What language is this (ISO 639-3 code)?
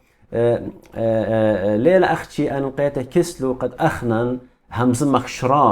aii